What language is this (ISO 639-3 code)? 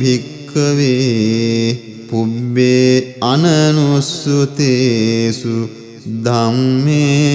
pli